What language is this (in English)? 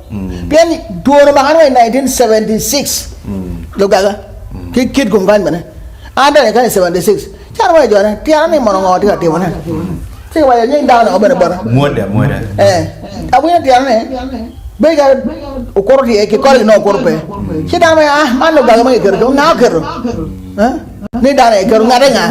Acoli